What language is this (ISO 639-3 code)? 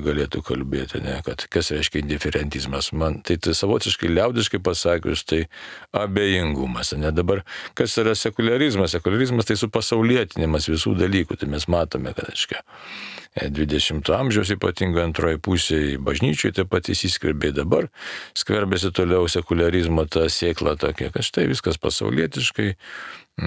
lit